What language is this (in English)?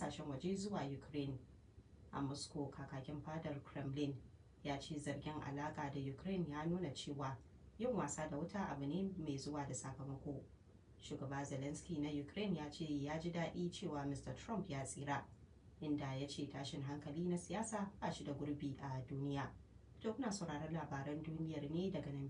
Hausa